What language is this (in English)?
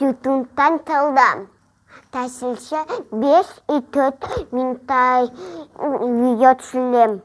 Kazakh